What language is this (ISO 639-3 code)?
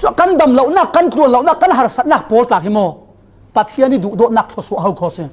cfm